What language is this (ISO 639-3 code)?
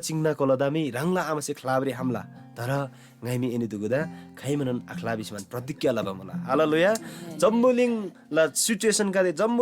taj